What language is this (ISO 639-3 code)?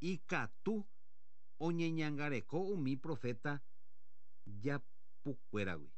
grn